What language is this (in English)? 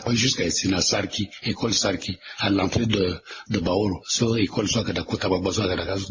Sango